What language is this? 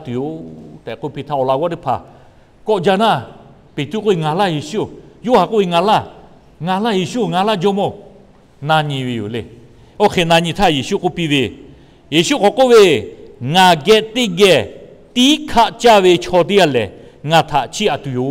Lahu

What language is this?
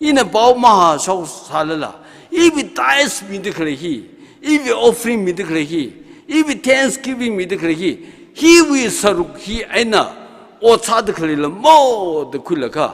Tangkhul Naga (India)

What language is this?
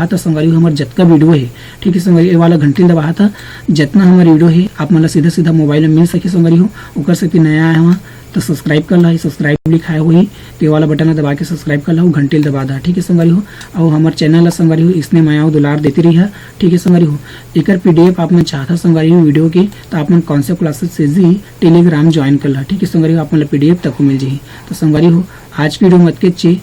Chhattisgarhi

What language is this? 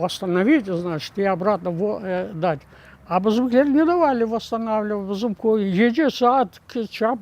Crimean Tatar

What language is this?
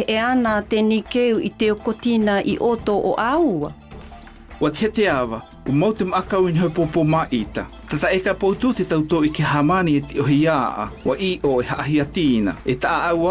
South Marquesan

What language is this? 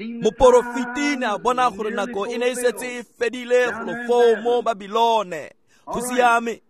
Tswana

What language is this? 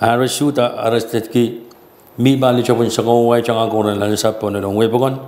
Pohnpeian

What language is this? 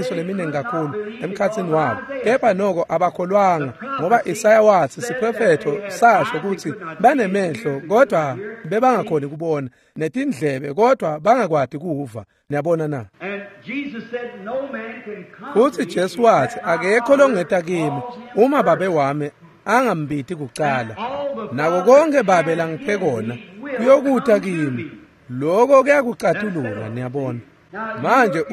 Swati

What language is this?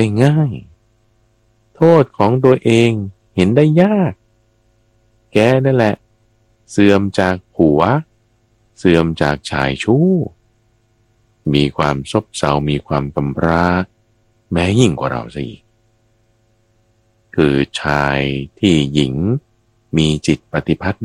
Thai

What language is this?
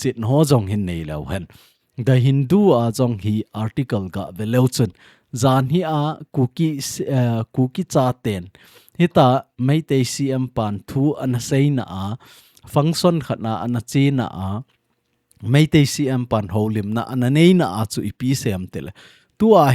Thado Chin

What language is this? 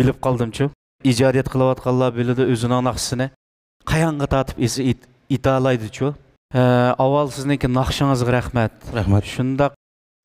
Uyghur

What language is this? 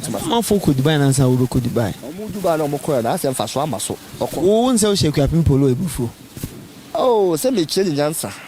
Akan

